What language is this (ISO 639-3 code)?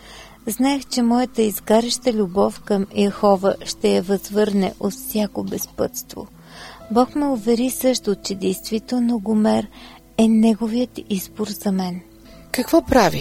bul